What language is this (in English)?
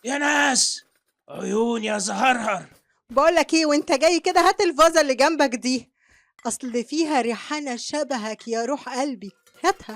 Egyptian Arabic